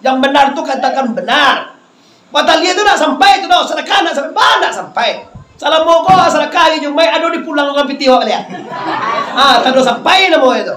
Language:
Minangkabau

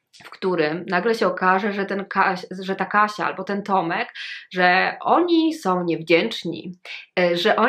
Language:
Polish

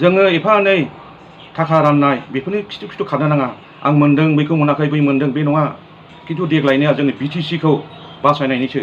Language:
Bodo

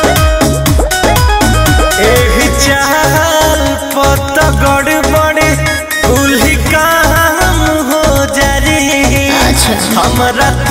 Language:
Bhojpuri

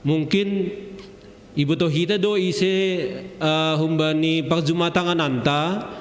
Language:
Batak Simalungun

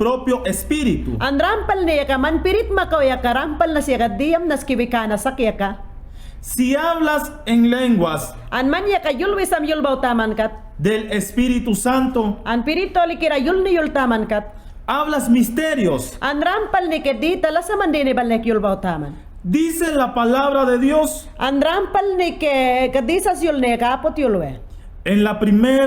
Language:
Mayangna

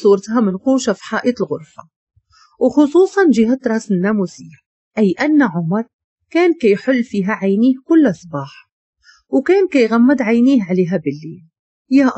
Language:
Moroccan Arabic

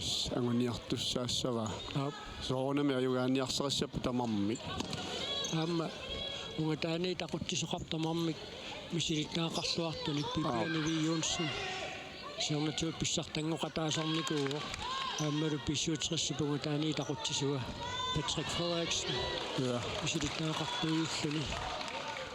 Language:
Kalaallisut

